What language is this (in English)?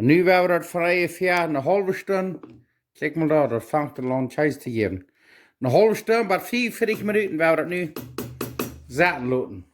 Plautdietsch